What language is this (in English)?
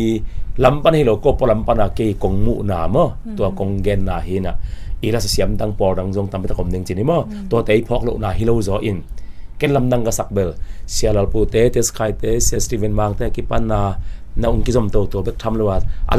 Tedim Chin